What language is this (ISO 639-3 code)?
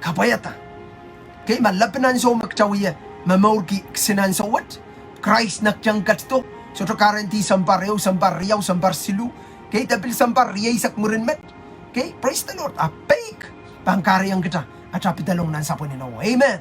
pon